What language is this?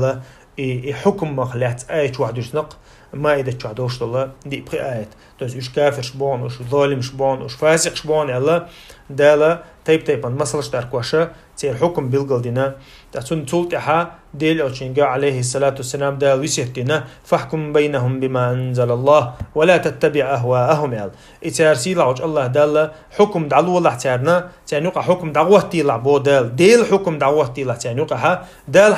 Chechen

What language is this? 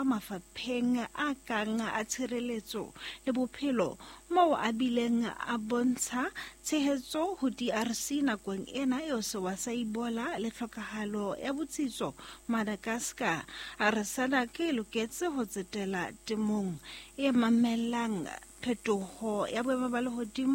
Southern Sotho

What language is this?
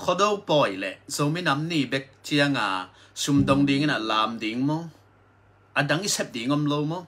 Tedim Chin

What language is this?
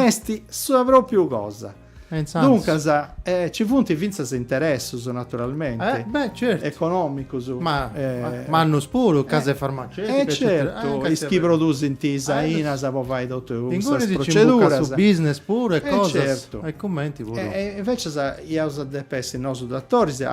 Sardinian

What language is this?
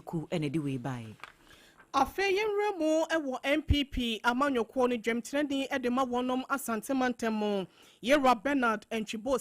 Akan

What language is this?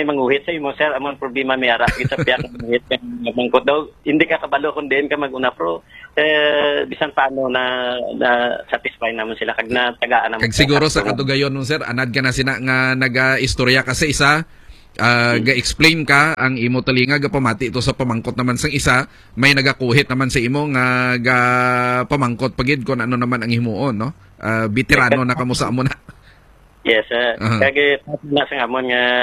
Hiligaynon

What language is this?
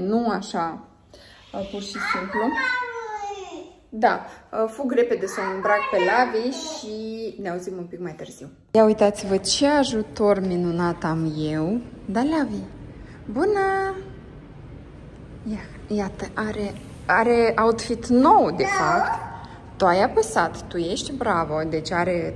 Romanian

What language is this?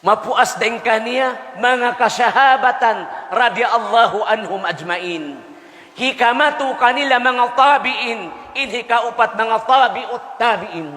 Tausug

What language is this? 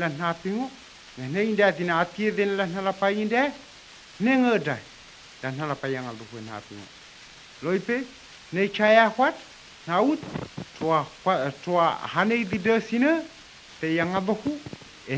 Dehu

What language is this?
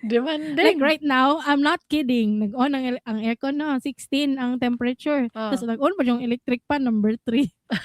Cebuano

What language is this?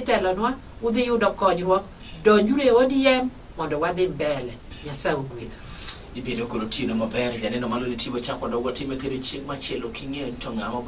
Luo (Kenya and Tanzania)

